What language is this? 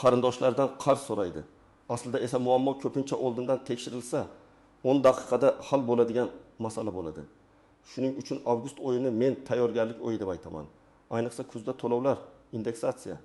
Uzbek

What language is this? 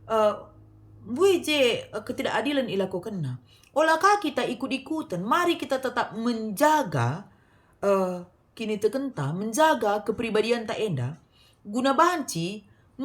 Batak Karo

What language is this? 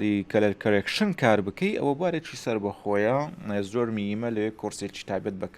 Central Kurdish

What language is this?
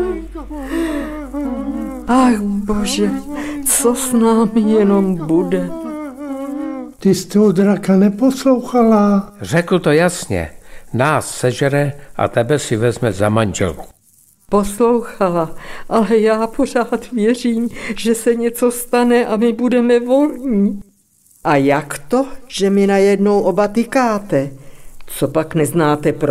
Czech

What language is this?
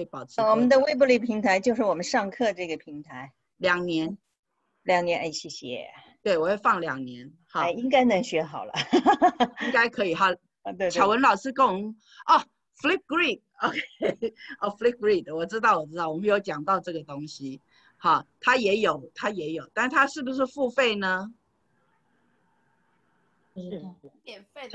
Chinese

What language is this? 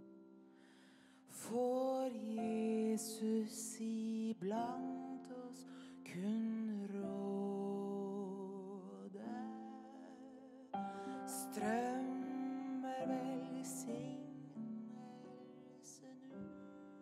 Norwegian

